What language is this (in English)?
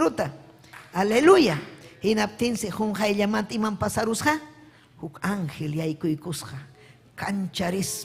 Ayacucho Quechua